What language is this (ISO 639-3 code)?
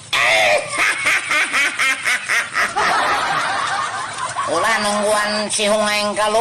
sun